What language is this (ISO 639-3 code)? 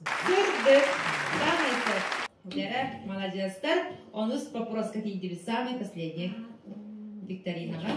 sah